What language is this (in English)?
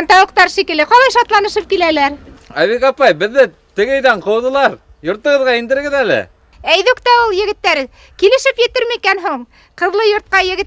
Bashkir